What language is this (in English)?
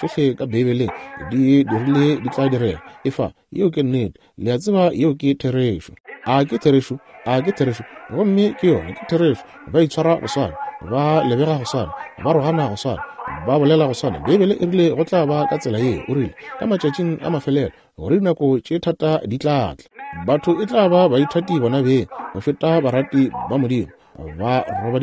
Northern Sotho